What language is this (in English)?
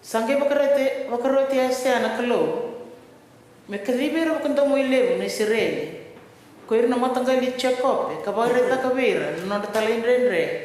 Fijian